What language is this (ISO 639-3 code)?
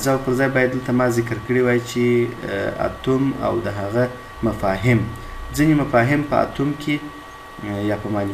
pus